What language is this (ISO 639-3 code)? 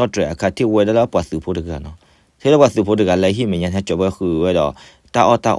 ksw